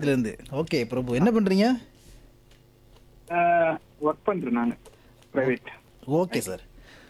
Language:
Tamil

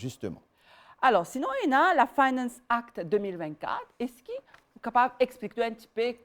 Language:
Morisyen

